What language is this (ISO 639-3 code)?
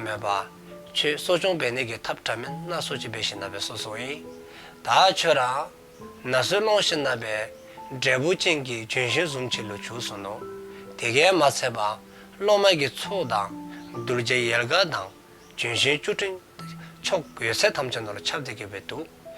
dzo